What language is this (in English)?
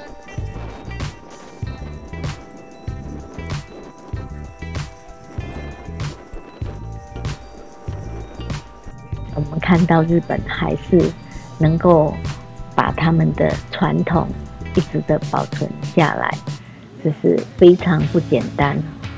Chinese